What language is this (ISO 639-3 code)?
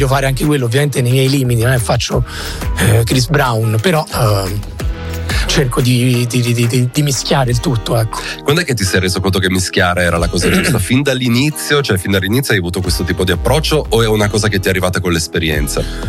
ita